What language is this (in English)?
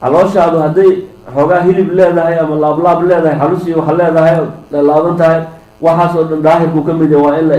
Somali